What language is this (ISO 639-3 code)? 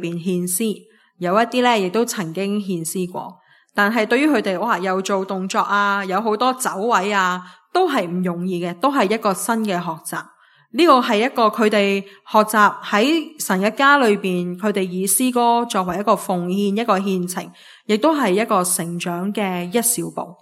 yue